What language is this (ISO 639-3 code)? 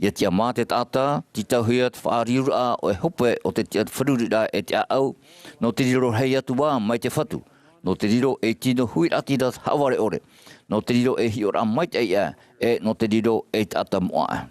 tah